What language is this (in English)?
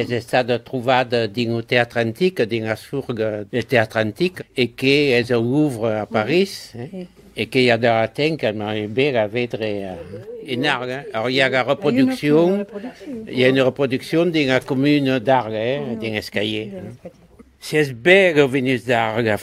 Occitan